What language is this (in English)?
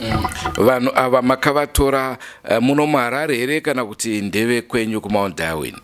Shona